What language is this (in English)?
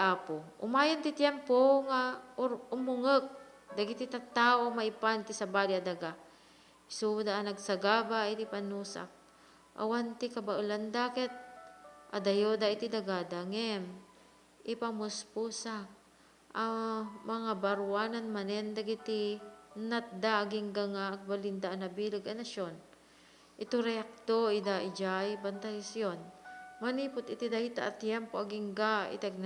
Iloko